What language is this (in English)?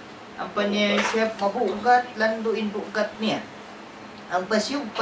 Tausug